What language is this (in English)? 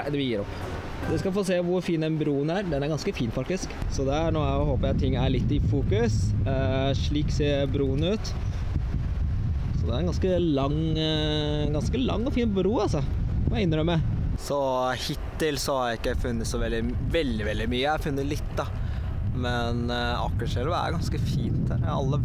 Norwegian